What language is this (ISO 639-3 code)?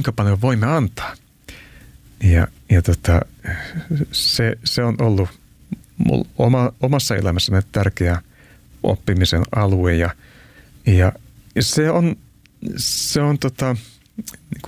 fin